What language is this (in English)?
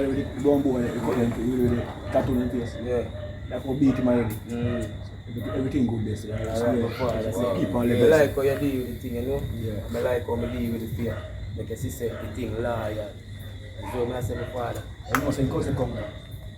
Jamaican Creole English